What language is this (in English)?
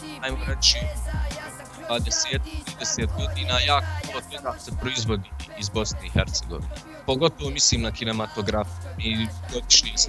Bosnian